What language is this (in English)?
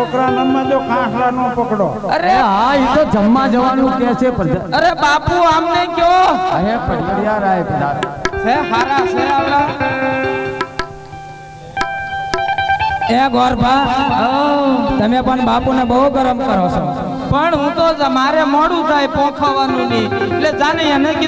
Gujarati